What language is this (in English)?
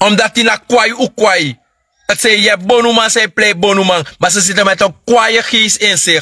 Sranan Tongo